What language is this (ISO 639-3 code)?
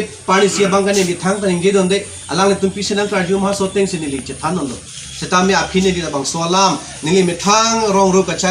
mjw